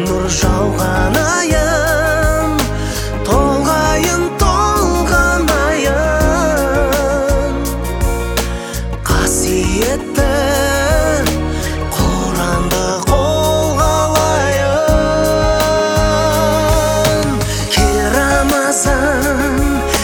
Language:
Kazakh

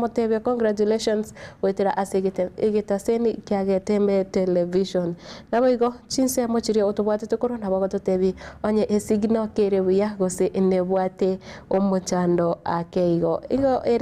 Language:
Gusii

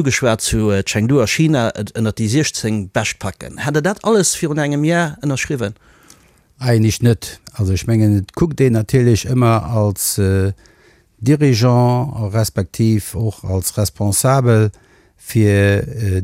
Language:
Luxembourgish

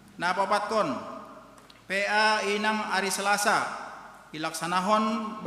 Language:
Batak Simalungun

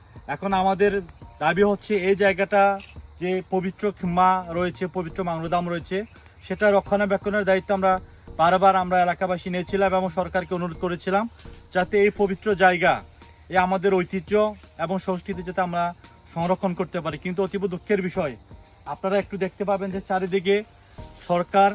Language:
Garo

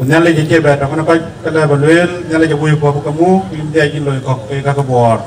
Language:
Dinka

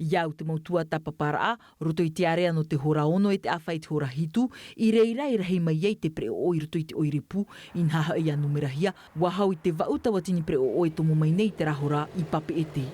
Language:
Tahitian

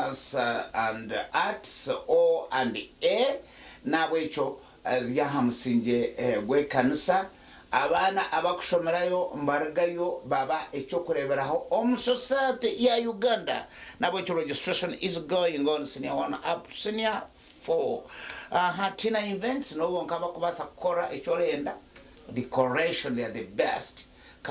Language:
Nyankole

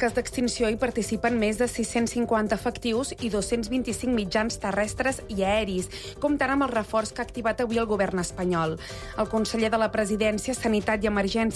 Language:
Catalan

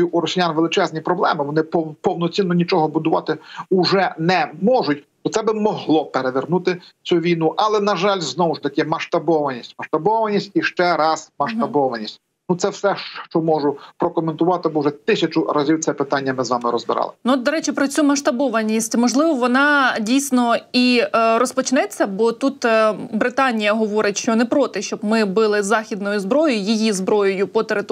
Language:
Ukrainian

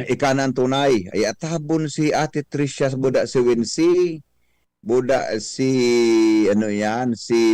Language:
Bikol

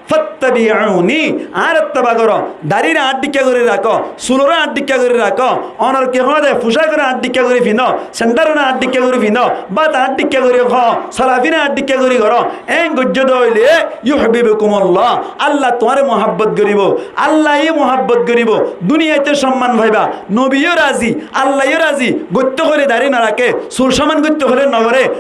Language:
Rohingya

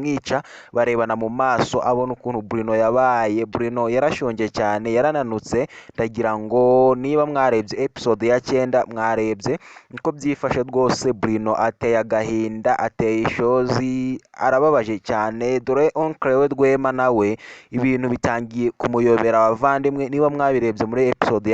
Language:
Kinyarwanda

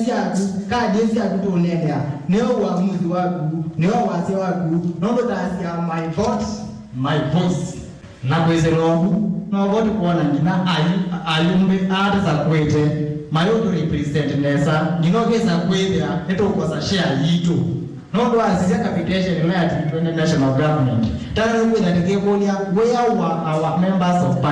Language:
Kamba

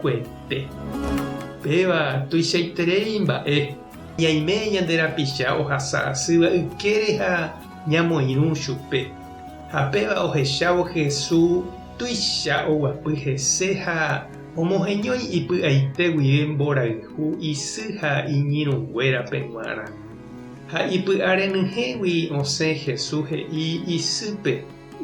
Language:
Guarani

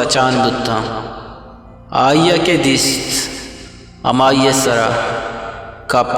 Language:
Eastern Balochi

